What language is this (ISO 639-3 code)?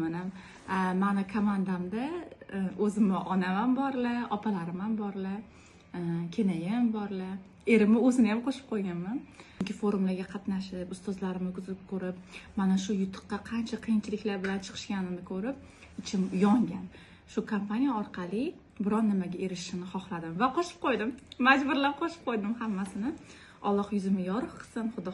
uzb